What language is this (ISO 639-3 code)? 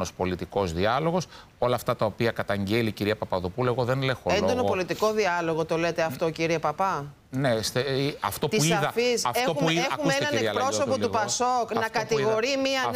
ell